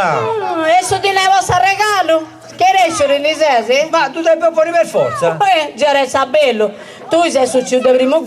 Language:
Sardinian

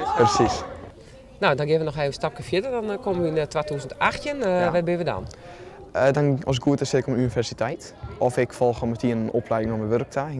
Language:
Western Frisian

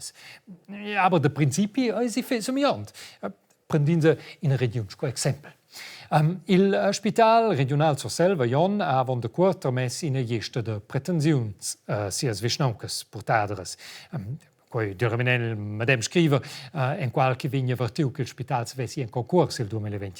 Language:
Romansh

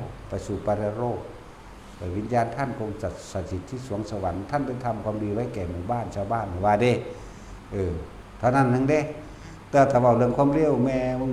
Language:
Northeastern Thai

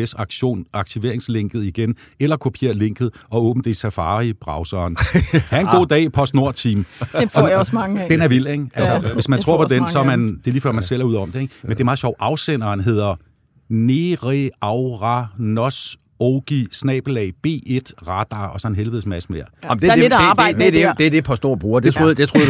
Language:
Danish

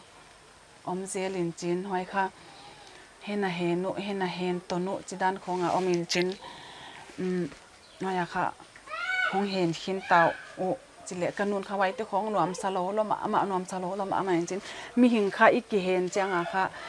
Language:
Paite Chin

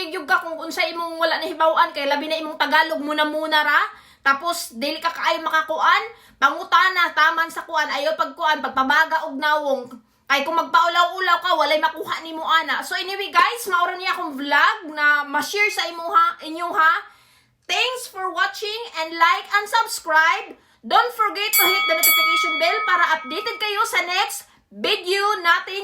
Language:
Cebuano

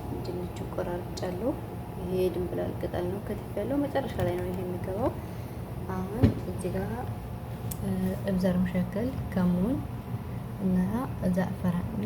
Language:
Amharic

